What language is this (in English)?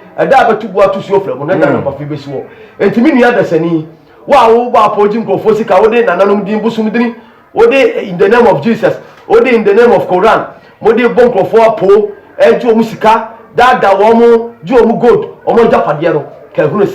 Akan